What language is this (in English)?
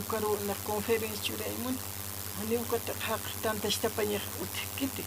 Aymara